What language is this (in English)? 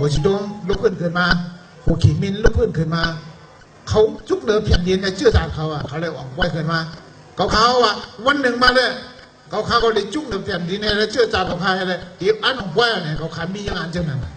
Shan